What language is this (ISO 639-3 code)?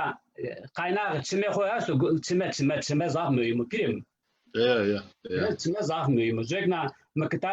zza